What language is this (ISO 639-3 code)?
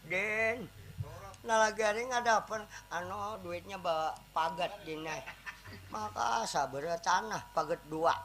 bjn